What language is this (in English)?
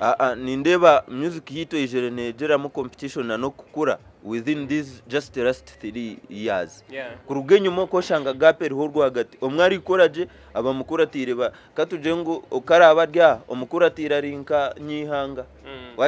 Nyankole